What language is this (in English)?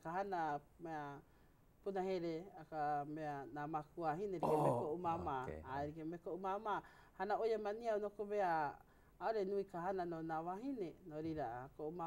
Hawaiian